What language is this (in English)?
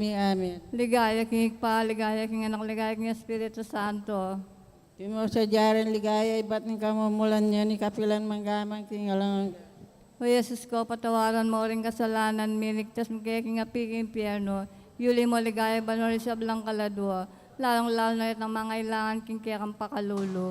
Pampanga